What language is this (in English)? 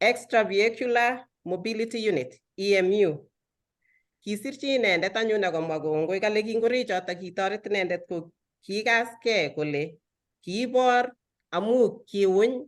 Kalenjin